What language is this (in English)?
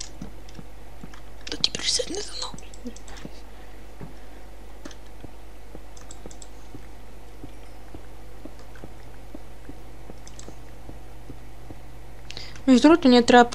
Bulgarian